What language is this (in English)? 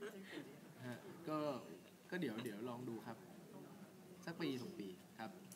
Thai